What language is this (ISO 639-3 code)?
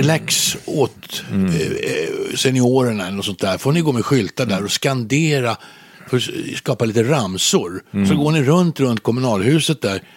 swe